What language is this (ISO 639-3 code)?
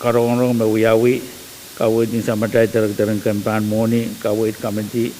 pon